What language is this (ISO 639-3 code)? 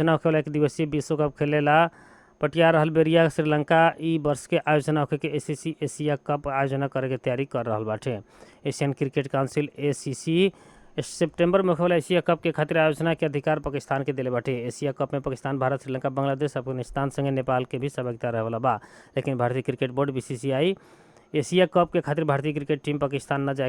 bho